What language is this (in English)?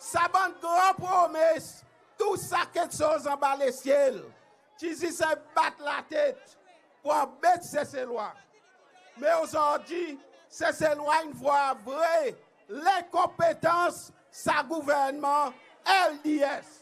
Seselwa Creole French